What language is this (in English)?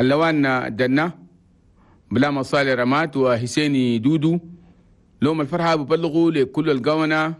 Chadian Arabic